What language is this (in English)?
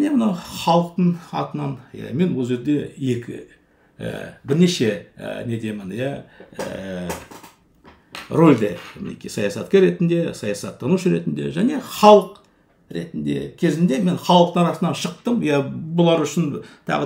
Kazakh